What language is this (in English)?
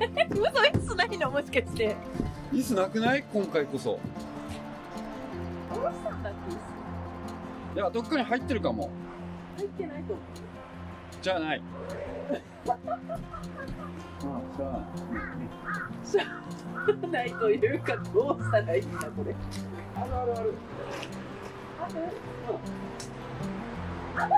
Japanese